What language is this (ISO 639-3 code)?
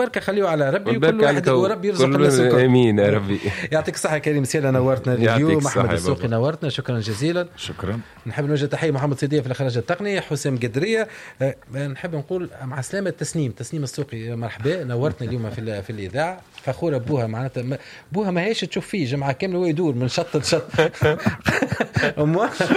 aeb